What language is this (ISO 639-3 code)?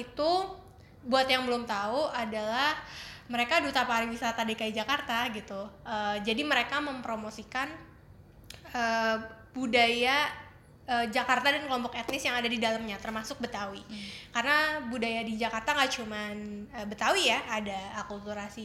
ind